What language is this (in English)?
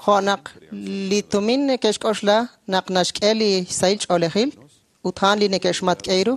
Kekchí